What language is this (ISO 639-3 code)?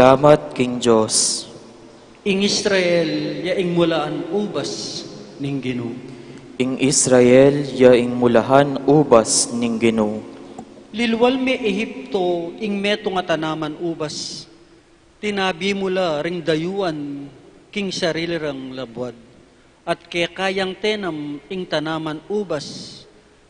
pam